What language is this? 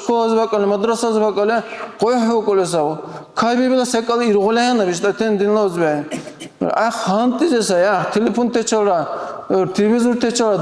Dargwa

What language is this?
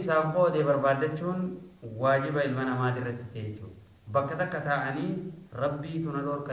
Oromo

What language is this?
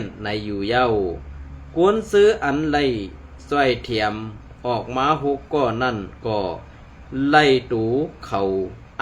Shan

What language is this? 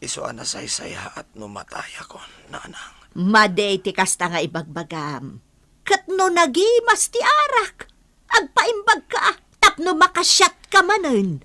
Iloko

